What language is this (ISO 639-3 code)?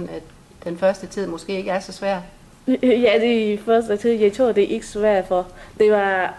dan